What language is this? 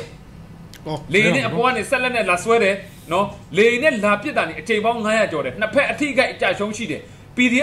Burmese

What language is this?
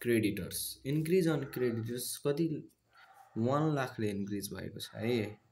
Nepali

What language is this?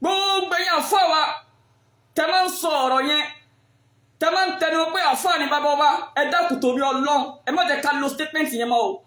Yoruba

